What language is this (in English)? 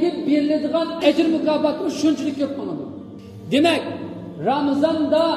Uyghur